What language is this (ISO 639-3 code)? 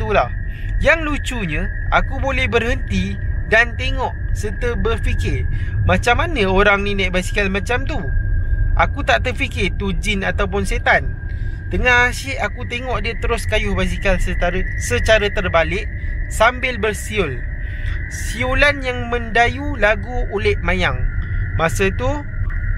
msa